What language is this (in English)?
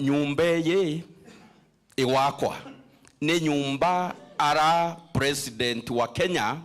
Meru